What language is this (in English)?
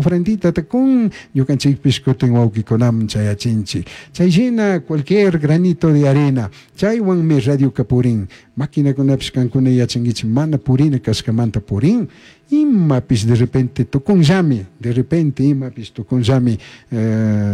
Chimborazo Highland Quichua